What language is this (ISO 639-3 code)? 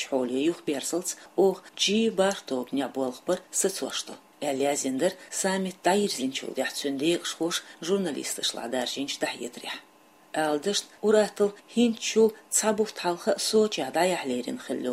che